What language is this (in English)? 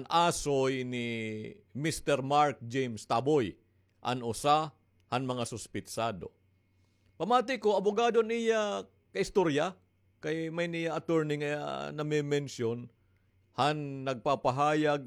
Waray